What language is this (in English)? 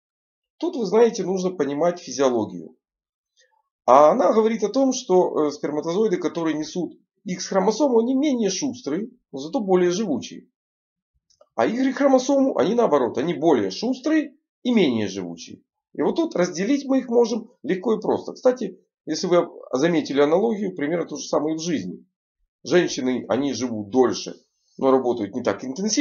Russian